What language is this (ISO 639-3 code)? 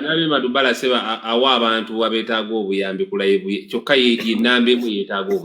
lug